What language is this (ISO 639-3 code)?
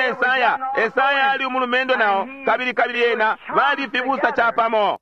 bem